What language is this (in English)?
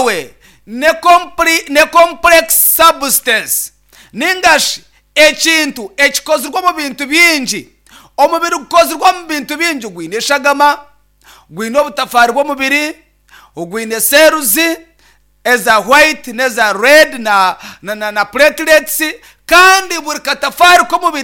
Nyankole